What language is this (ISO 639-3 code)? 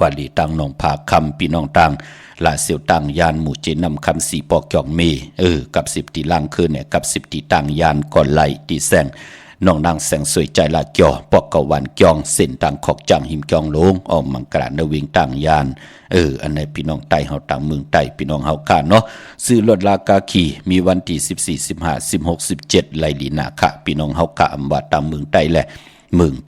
shn